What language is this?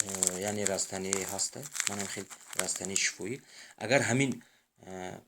Tajik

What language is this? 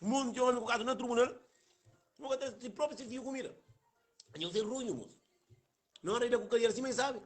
Kabuverdianu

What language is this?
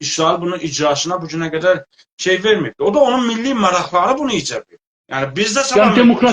South Azerbaijani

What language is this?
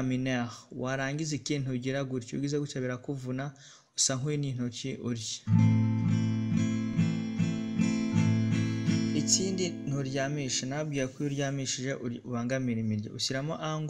Kinyarwanda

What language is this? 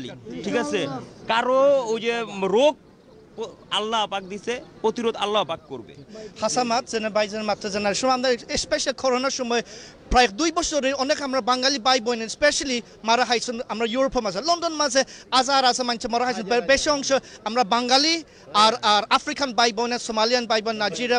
Sylheti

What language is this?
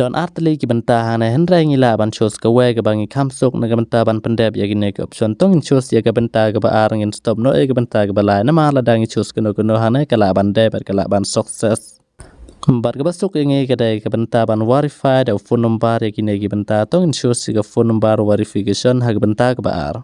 Khasi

